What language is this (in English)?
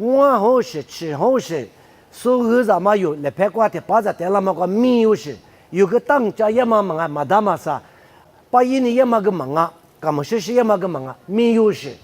Lisu